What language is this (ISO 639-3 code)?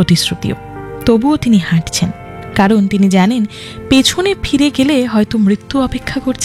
ben